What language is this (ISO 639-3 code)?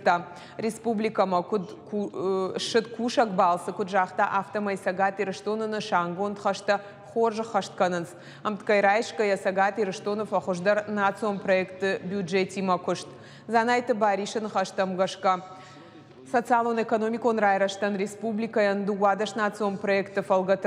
oss